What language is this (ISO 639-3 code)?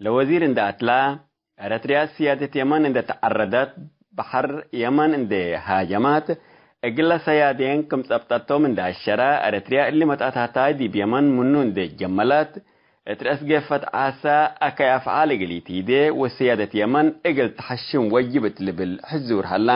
tig